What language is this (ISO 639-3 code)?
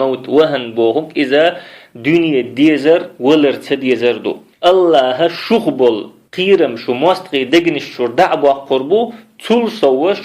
che